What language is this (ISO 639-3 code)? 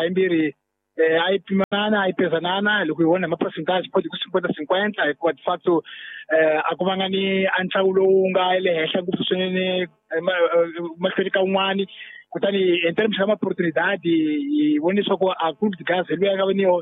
tso